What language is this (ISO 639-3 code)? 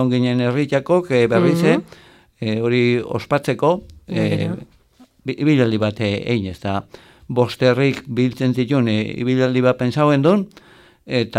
eus